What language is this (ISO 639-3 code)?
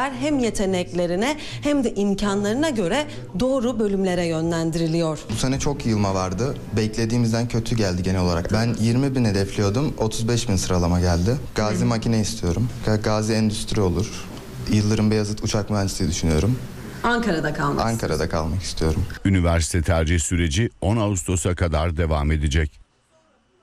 tur